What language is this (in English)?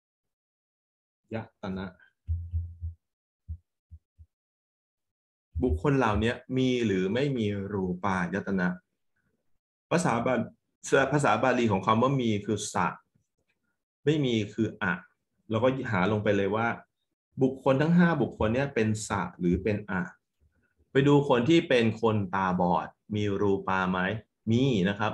Thai